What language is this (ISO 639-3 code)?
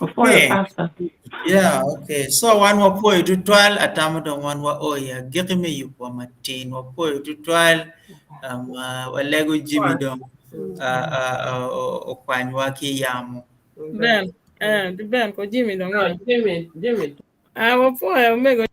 ach